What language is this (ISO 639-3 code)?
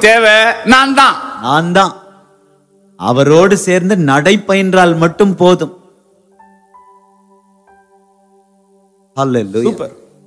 tam